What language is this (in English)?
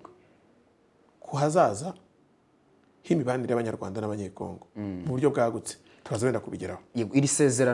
Kinyarwanda